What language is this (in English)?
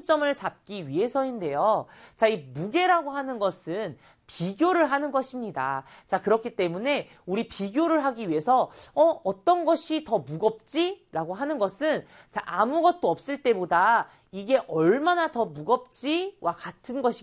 Korean